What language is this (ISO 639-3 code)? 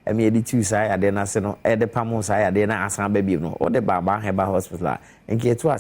aka